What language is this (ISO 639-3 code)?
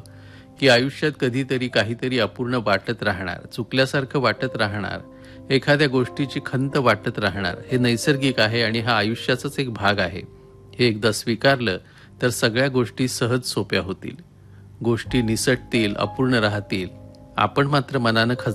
mar